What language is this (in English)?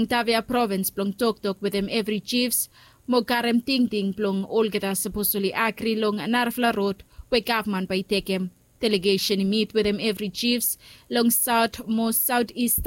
Bislama